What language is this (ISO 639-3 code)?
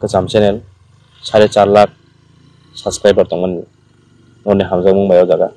trp